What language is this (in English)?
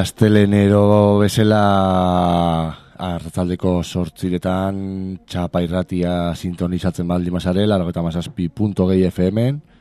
Basque